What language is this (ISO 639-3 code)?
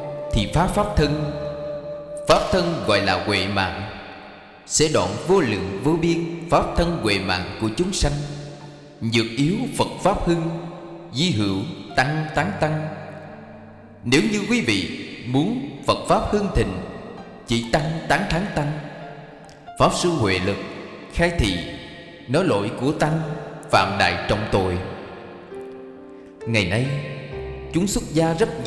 vie